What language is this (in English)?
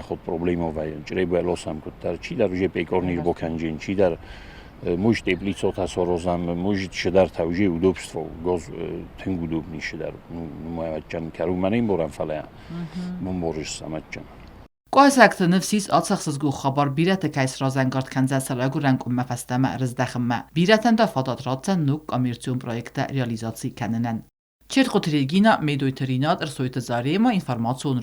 Ossetic